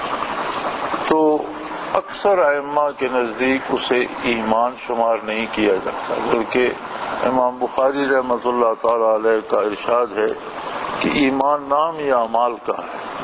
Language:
Urdu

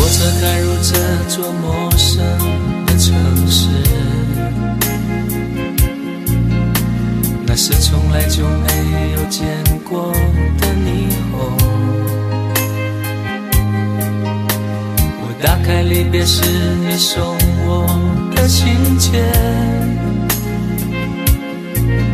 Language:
Chinese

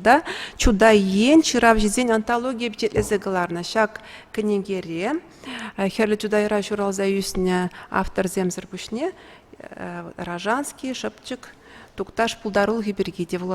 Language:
Chuvash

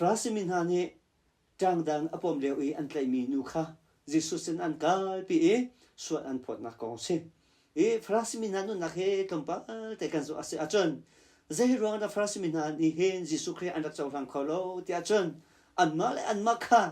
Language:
Hakha Chin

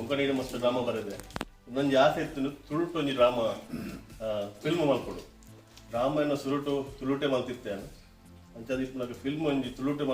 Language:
Tulu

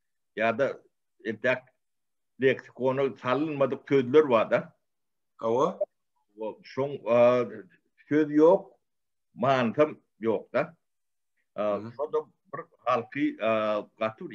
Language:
Turkmen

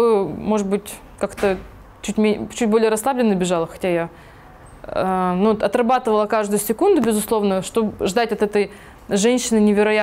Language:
Russian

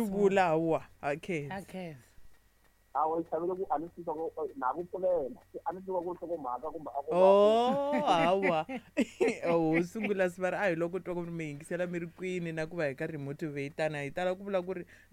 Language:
Tsonga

